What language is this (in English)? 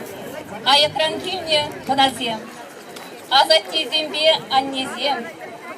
Chuvash